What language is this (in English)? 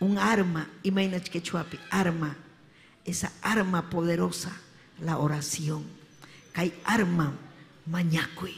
Ayacucho Quechua